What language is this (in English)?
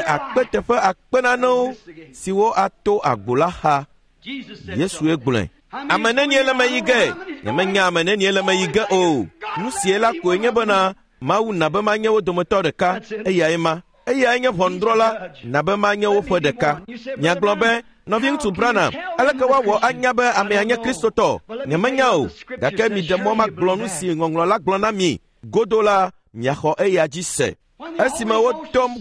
Ewe